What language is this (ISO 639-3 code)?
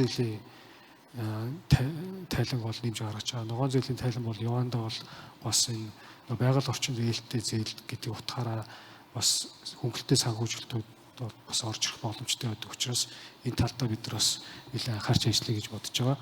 mon